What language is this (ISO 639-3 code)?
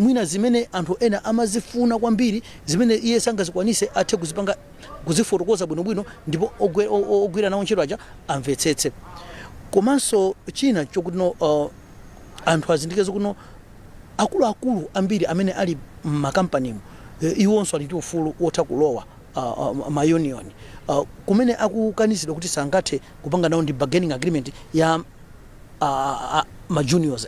nya